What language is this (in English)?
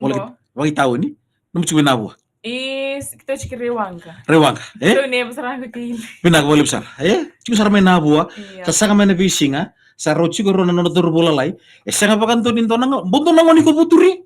Fijian